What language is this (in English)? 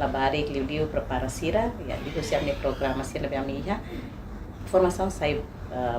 Tetum